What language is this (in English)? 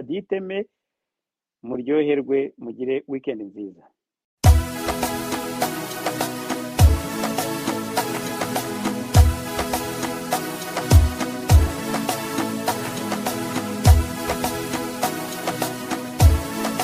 Kinyarwanda